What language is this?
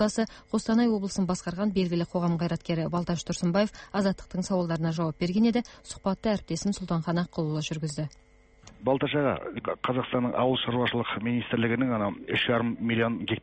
Kazakh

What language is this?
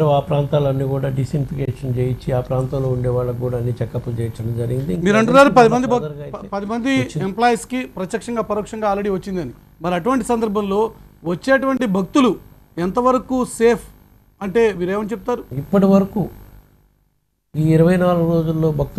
Telugu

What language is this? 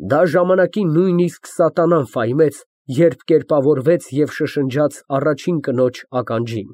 Armenian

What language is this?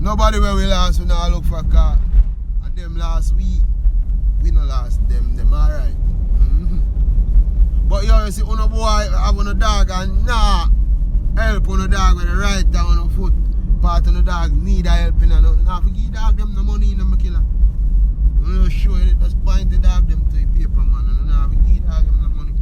Jamaican Creole English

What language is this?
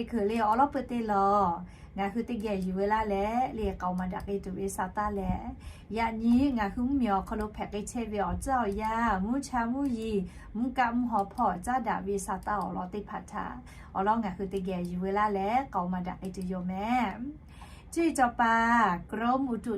Lahu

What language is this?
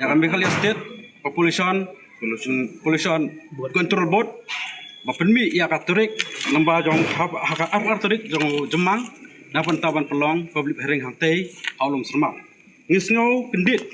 Pnar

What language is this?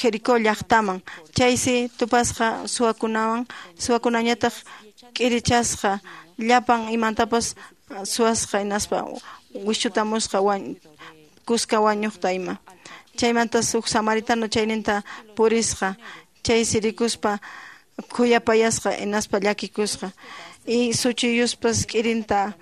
Quechua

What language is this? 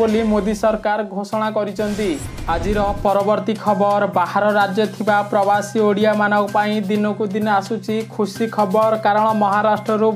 Odia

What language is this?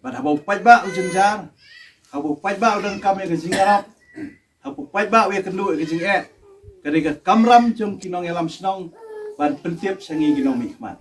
Khasi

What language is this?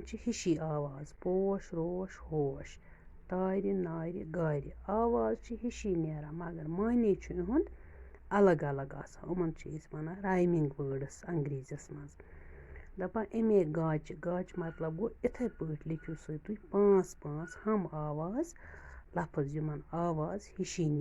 Kashmiri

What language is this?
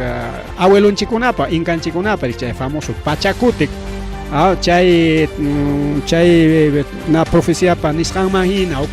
Ayacucho Quechua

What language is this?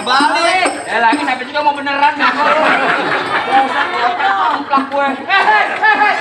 Betawi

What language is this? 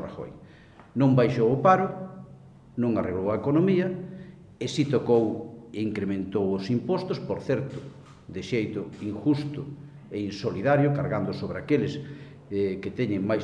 Galician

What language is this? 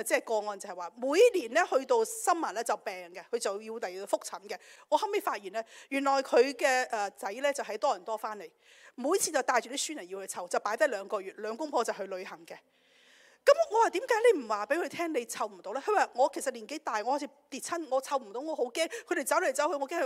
Cantonese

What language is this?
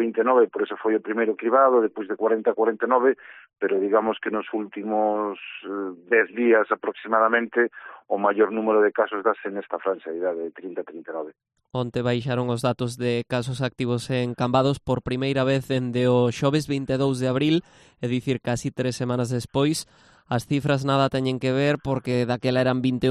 Galician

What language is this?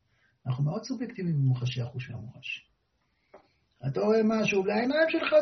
Hebrew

